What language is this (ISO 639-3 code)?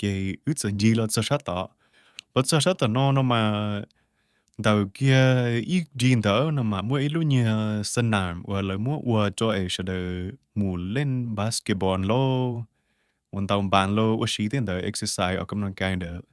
hmn